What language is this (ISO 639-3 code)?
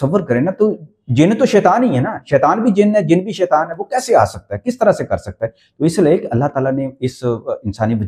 urd